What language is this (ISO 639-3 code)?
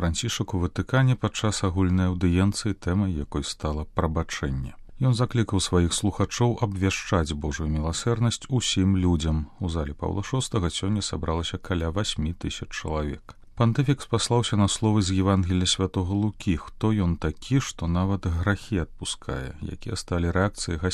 bel